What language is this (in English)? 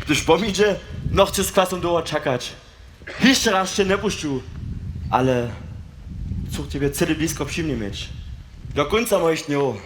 Upper Sorbian